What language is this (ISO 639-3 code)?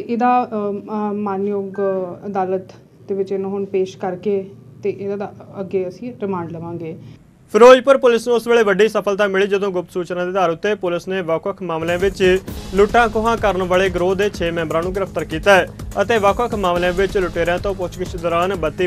pan